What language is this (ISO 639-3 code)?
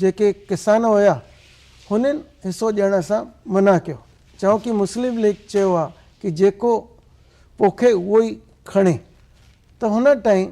snd